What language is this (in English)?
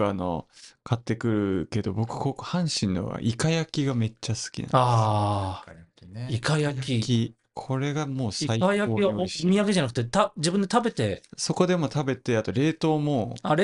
Japanese